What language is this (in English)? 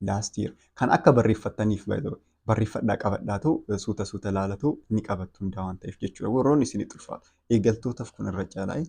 Oromo